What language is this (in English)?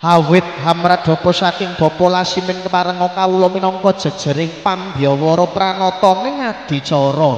Javanese